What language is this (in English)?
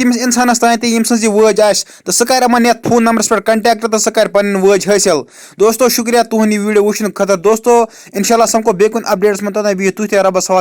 Kashmiri